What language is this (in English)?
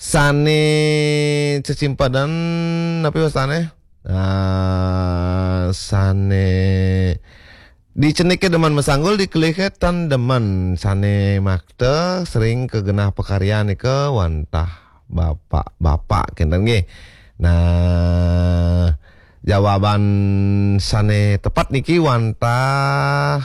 Balinese